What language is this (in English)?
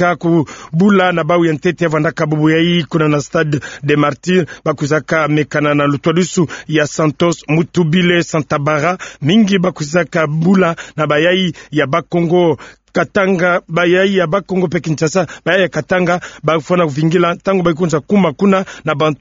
Kituba (Democratic Republic of Congo)